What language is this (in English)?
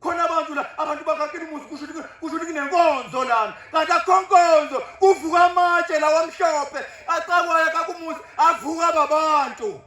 Zulu